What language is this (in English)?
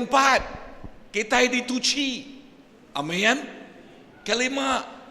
Iban